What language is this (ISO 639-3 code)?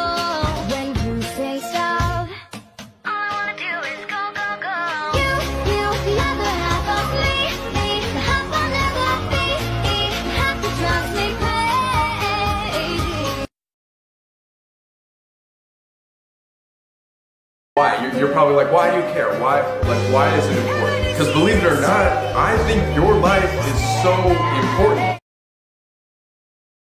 eng